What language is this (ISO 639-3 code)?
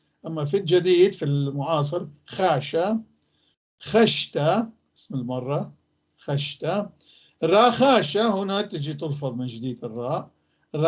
apc